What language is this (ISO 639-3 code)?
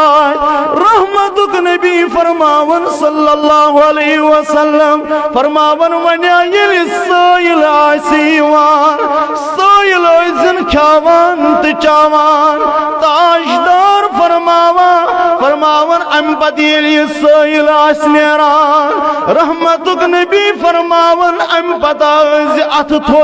kas